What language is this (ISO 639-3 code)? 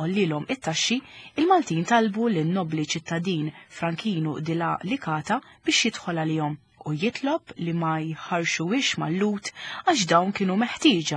mlt